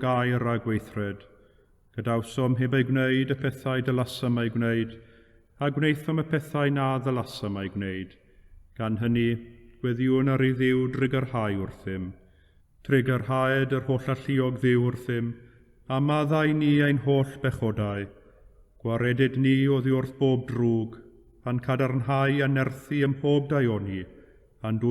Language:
Welsh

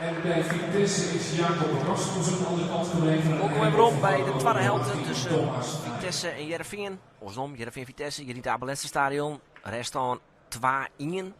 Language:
Western Frisian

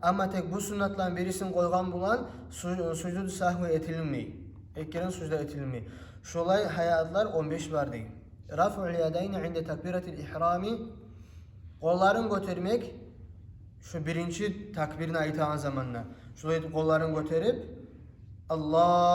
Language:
Kumyk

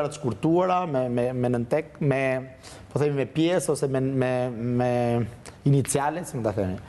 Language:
Albanian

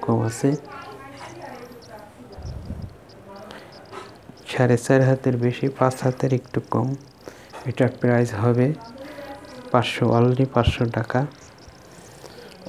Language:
Bangla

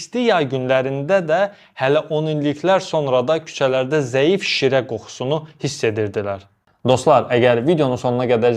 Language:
Azerbaijani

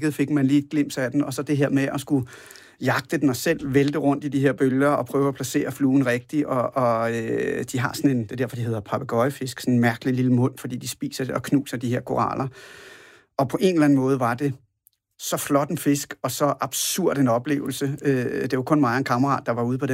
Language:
Danish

